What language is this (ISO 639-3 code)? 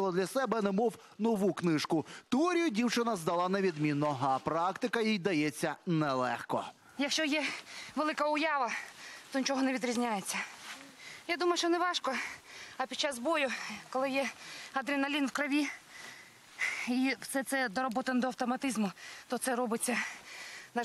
ukr